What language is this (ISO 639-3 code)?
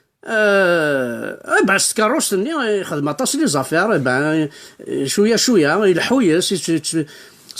kab